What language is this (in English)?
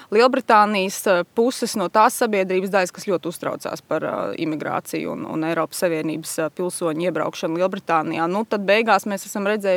Latvian